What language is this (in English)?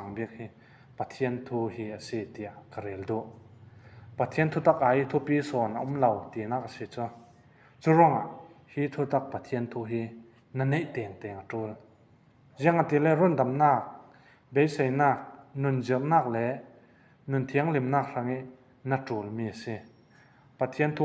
Falam Chin